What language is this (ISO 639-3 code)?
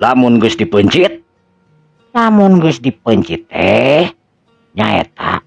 sun